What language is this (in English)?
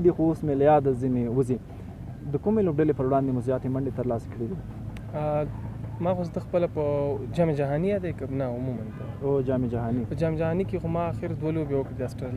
Pashto